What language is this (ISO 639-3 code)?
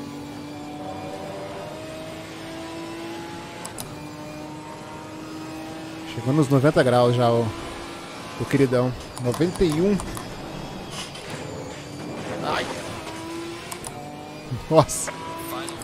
por